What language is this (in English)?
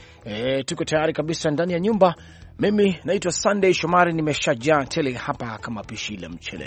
Swahili